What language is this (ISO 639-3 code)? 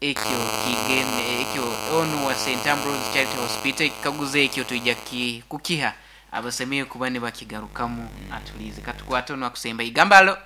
nyo